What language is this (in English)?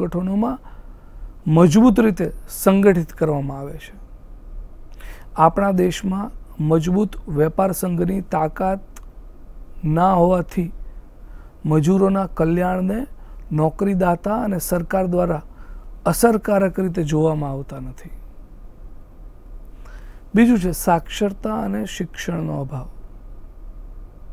Gujarati